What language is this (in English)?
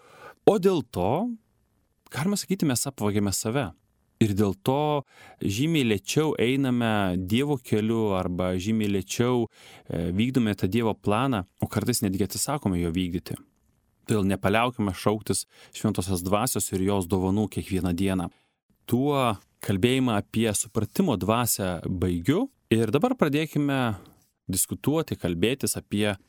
Lithuanian